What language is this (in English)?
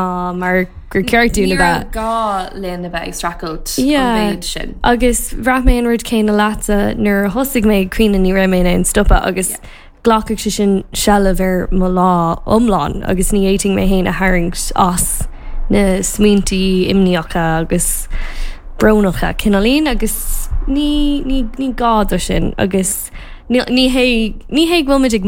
Irish